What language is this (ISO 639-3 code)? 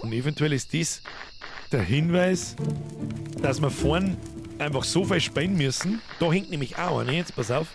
bar